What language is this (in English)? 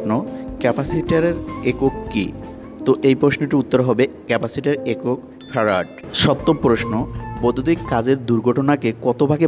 Bangla